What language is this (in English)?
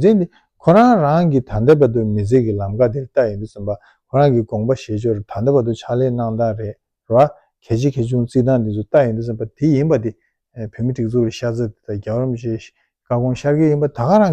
Tibetan